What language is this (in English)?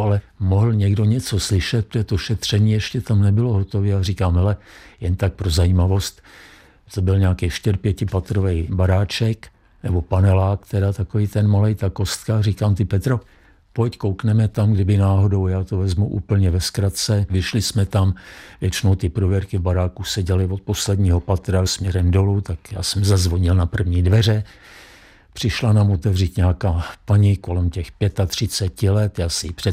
Czech